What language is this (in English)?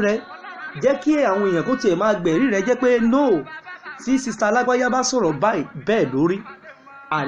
Yoruba